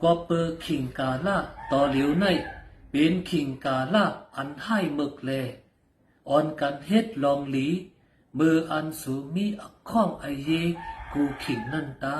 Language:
Shan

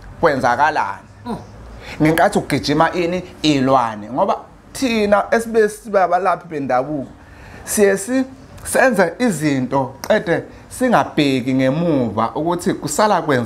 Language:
Zulu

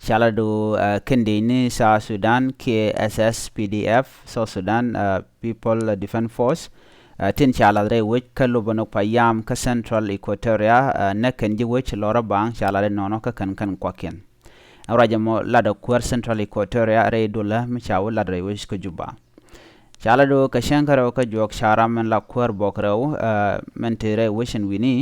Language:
Nuer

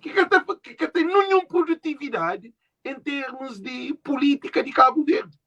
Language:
Kabuverdianu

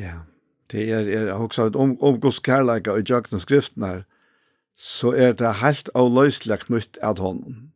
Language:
Faroese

